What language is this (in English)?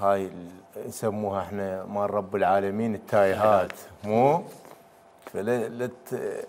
Mesopotamian Arabic